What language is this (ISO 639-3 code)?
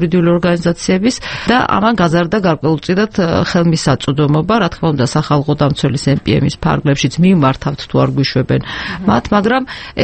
kat